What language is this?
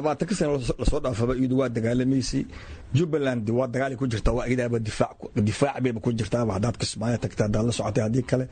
Somali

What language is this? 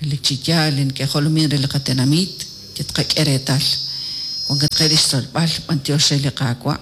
Kekchí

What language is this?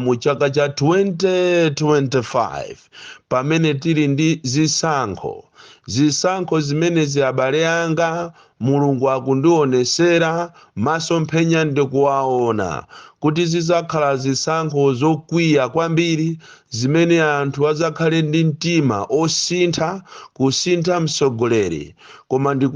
Nyanja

